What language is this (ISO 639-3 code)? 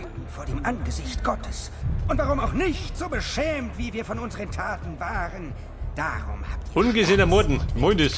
bar